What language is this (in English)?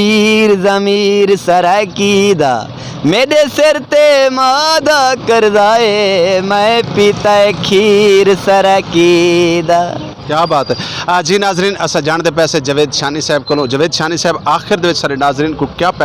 Saraiki